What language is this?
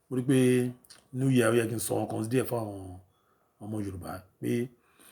Yoruba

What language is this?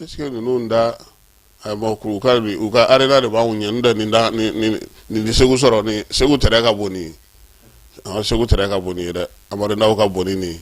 Bambara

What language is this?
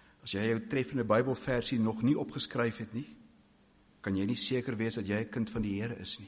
Afrikaans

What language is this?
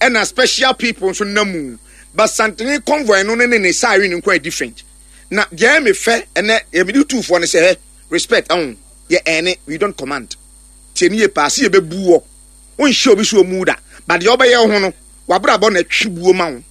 Akan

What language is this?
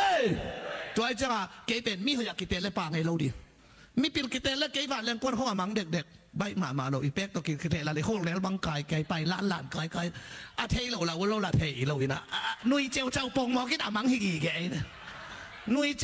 Tedim Chin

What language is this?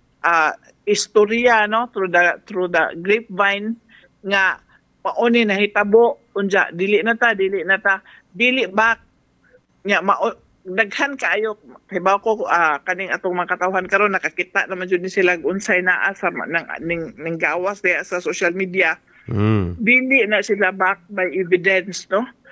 Cebuano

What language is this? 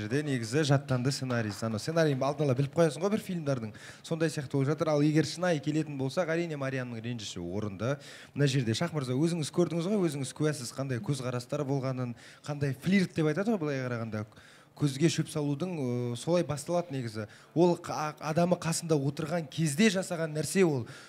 Kazakh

